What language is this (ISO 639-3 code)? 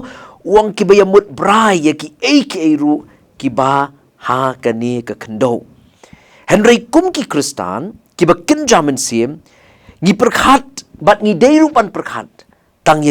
kha